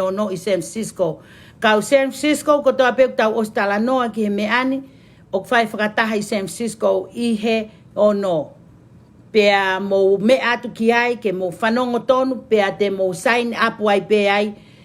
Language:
Tongan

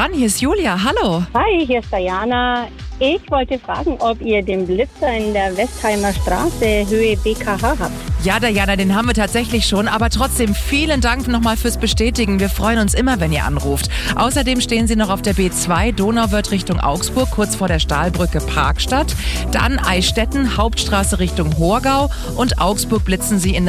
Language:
German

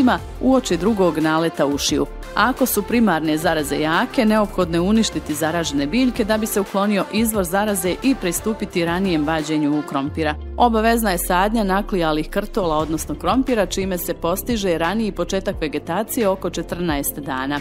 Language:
Bosnian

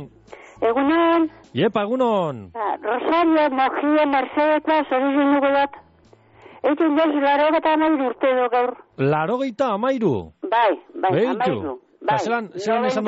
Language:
Basque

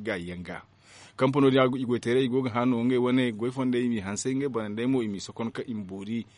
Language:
Zarma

